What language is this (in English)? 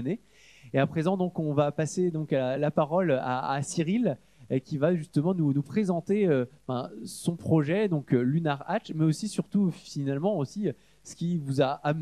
French